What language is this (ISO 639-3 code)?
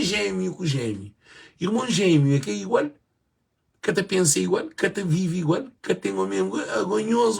kea